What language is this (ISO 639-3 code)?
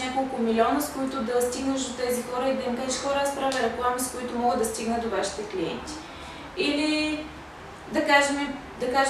bul